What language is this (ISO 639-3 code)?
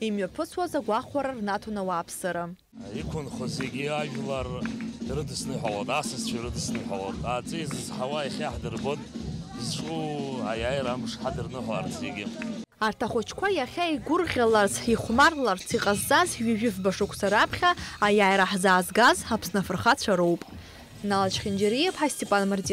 abk